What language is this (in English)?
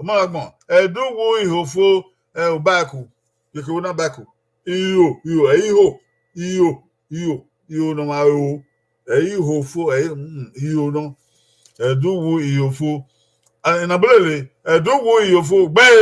Bini